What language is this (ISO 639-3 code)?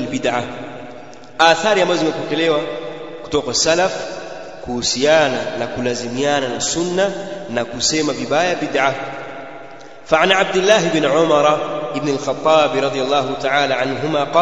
swa